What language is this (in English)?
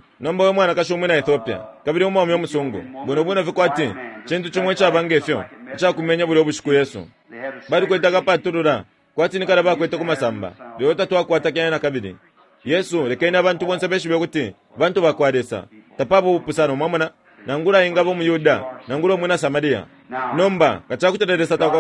Bemba